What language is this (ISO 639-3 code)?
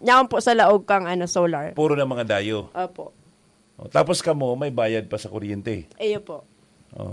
bik